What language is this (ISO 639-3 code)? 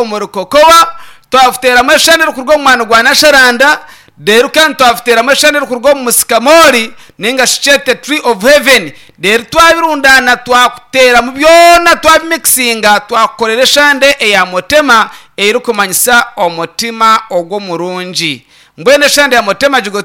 nyn